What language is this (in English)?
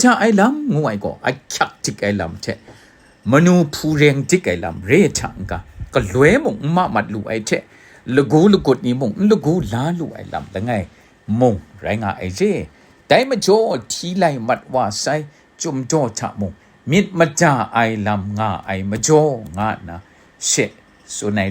Kachin